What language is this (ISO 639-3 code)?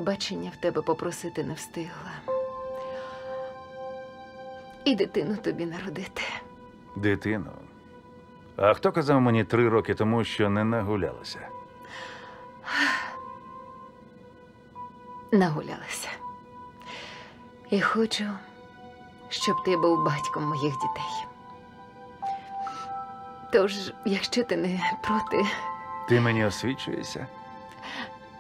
ukr